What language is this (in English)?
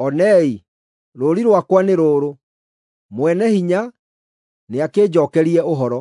Kikuyu